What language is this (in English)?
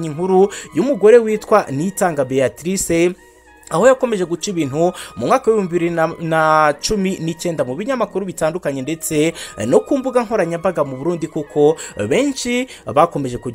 Kinyarwanda